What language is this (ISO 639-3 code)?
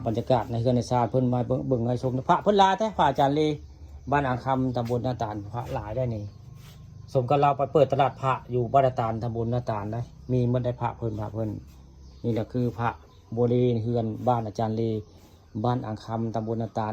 tts